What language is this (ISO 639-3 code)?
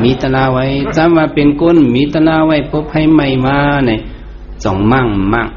shn